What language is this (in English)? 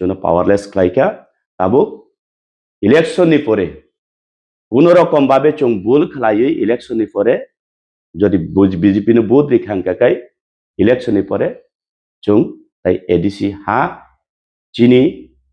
Kok Borok